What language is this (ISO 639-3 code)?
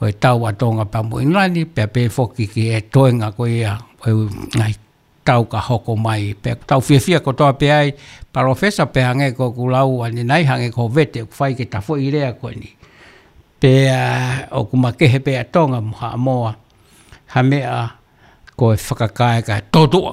ton